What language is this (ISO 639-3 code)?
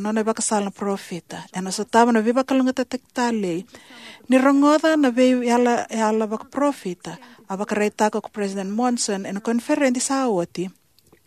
fij